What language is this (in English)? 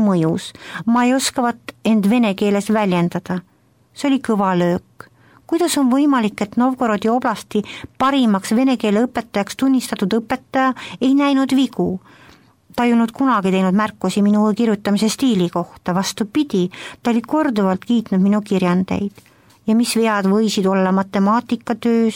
Estonian